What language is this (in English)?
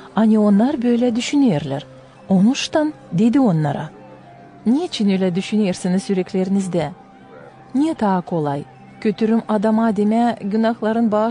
Gagauz